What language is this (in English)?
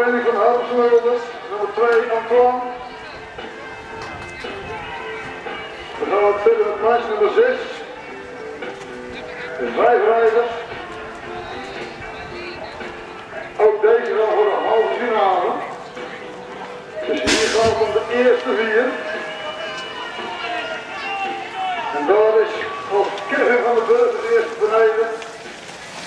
Dutch